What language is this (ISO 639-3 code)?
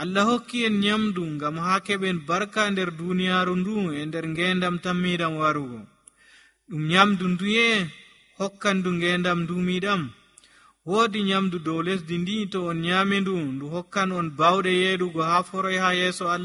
fuv